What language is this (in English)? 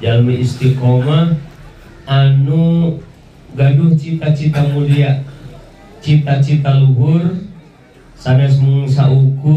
Sundanese